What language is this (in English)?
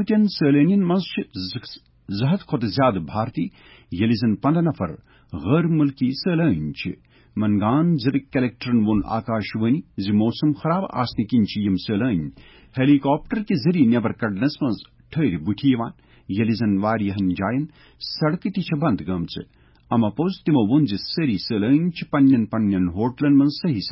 Kashmiri